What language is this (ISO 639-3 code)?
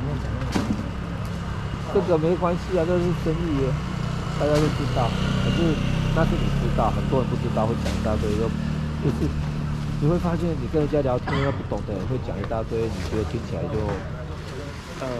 zho